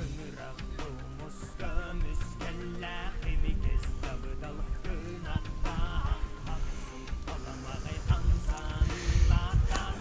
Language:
Yakut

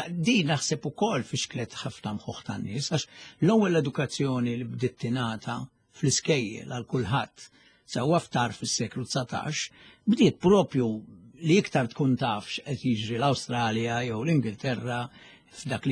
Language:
Maltese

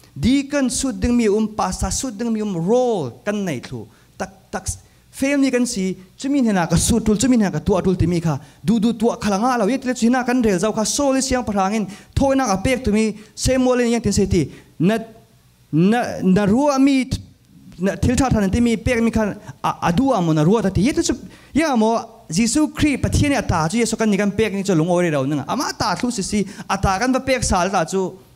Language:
Falam Chin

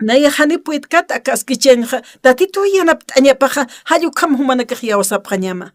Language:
Aymara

